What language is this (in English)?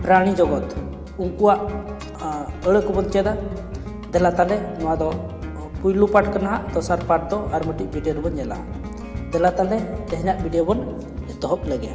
Santali